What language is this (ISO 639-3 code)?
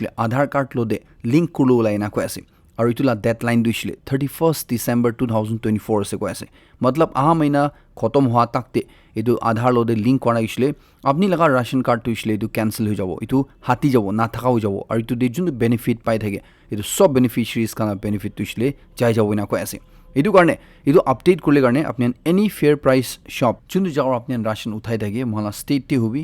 nag